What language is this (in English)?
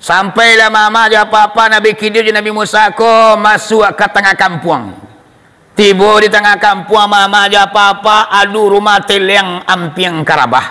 Minangkabau